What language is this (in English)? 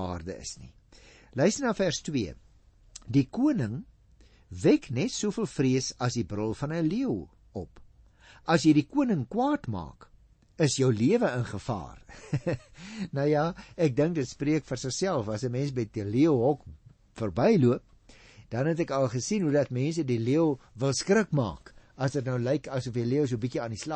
Afrikaans